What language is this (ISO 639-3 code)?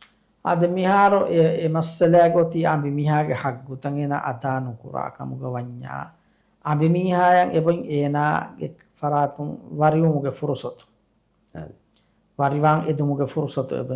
div